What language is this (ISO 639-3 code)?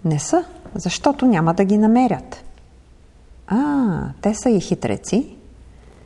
bul